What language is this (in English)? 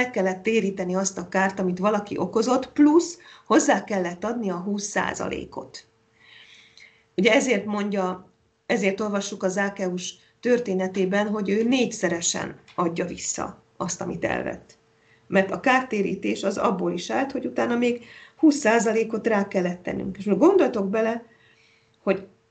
Hungarian